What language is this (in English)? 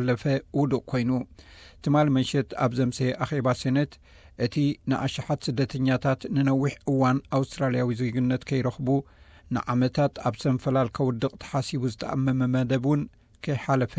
Tigrinya